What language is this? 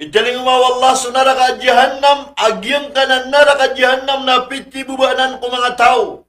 Maranao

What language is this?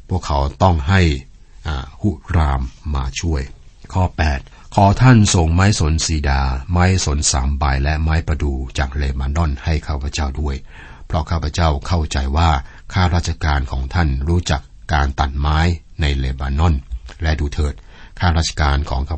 Thai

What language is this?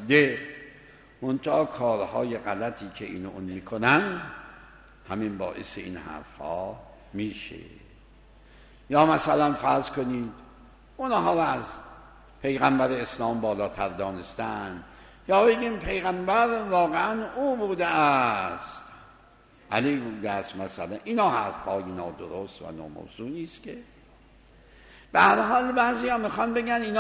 Persian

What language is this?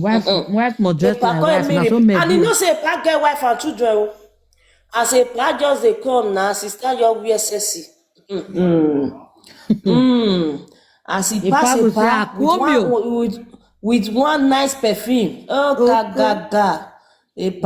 Nigerian Pidgin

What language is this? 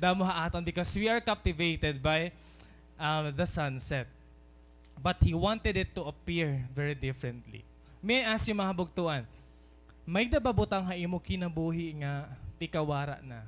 Waray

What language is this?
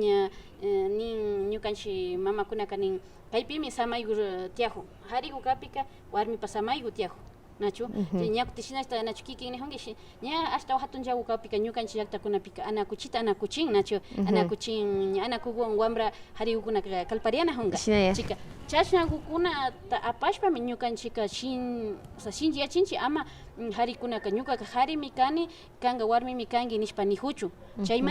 Imbabura Highland Quichua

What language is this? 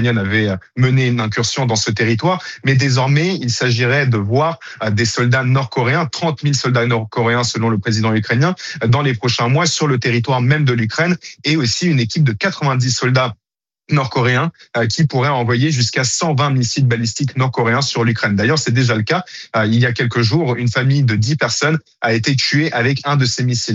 French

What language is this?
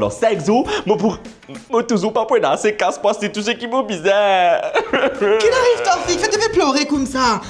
Morisyen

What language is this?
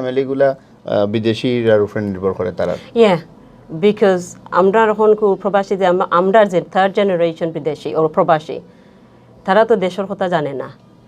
Sylheti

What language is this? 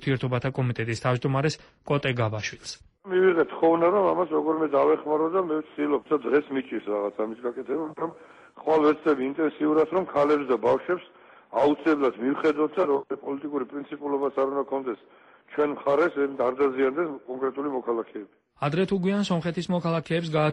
Georgian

